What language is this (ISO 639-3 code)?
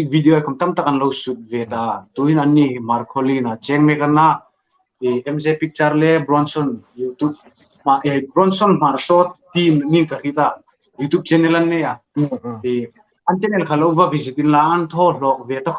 hmr